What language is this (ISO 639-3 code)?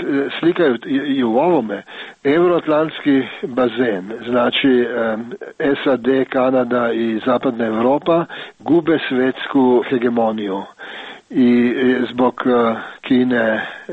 srp